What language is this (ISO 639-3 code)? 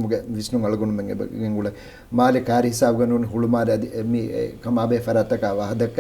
div